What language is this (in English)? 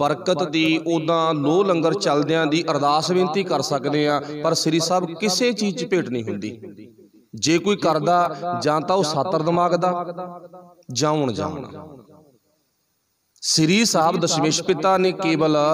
Punjabi